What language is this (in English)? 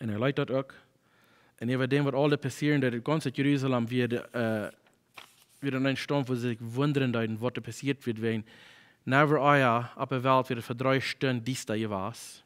Plautdietsch